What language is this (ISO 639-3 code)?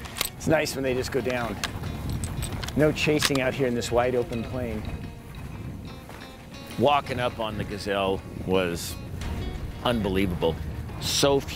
eng